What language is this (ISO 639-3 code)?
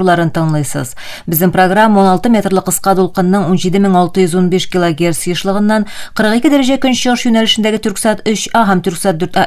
tat